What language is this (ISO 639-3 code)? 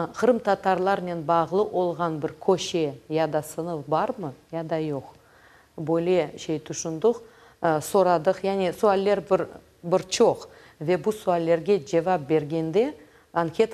crh